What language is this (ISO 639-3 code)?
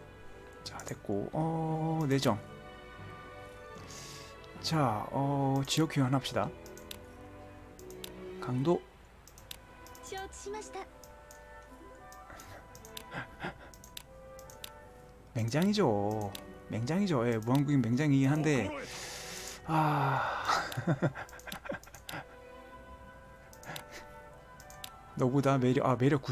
kor